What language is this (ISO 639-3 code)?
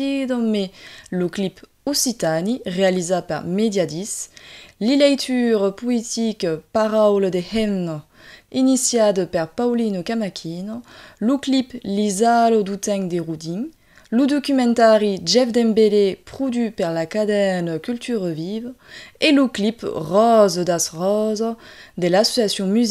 oci